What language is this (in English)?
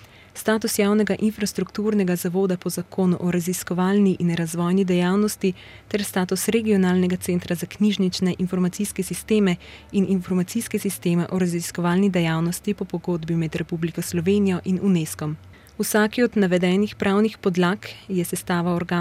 Slovenian